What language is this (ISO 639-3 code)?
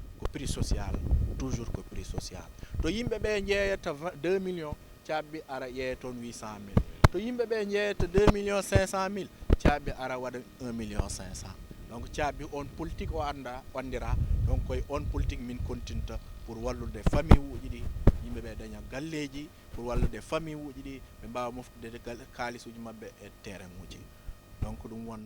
ful